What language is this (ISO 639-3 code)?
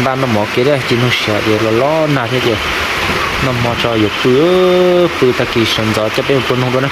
hmn